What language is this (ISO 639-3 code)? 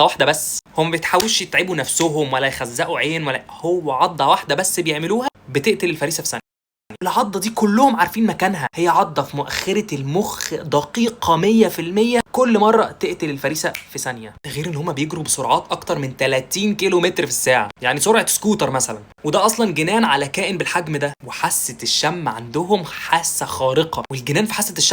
arz